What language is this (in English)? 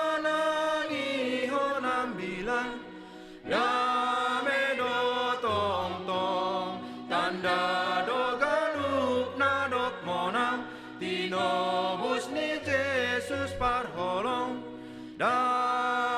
Batak Simalungun